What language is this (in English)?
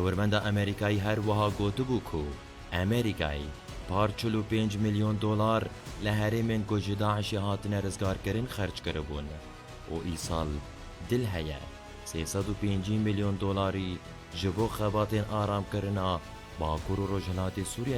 Kurdish